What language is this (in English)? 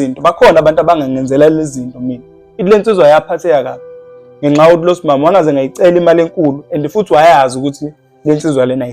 Zulu